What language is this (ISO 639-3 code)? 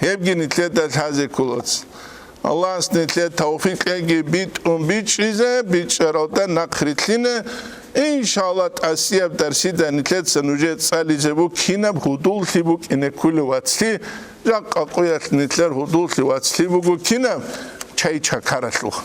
ava